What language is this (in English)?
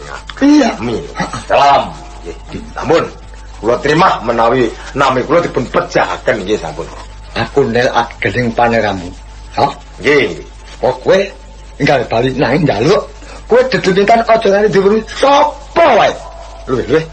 Javanese